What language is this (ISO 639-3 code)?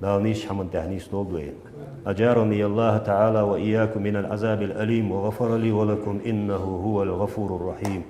inh